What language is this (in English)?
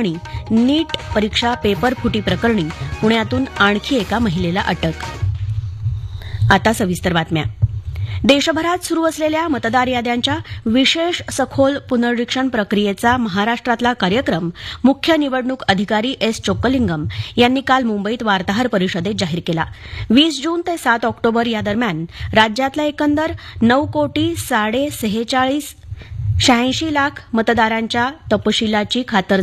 Marathi